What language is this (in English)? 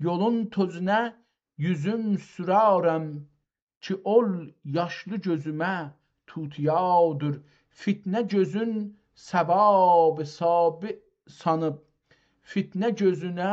South Azerbaijani